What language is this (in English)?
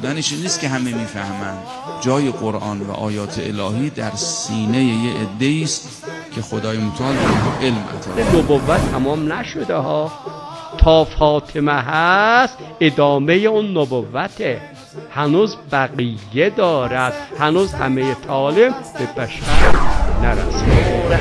Persian